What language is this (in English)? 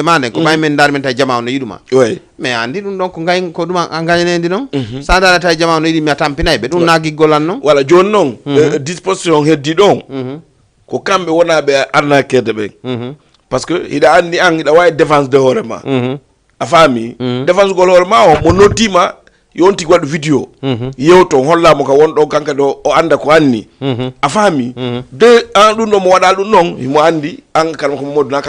Fula